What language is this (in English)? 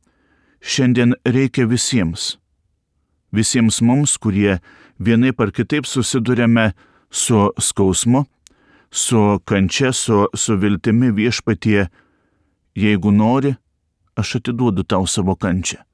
Lithuanian